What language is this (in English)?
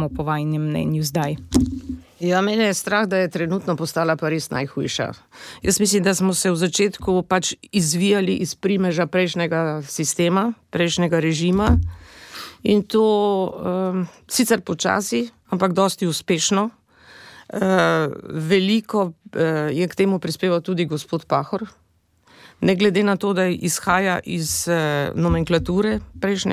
Slovenian